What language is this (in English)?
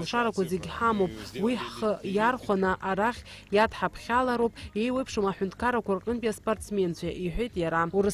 Abkhazian